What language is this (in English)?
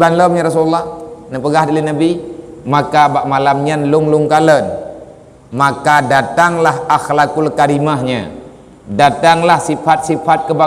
Achinese